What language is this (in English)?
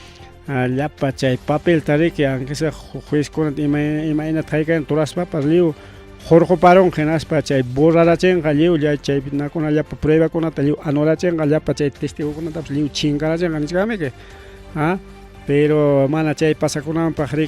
Ayacucho Quechua